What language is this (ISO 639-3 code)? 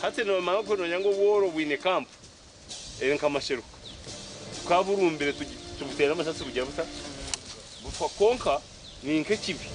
nyn